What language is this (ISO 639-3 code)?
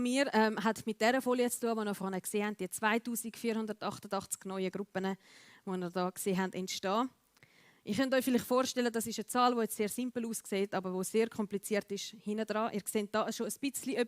gsw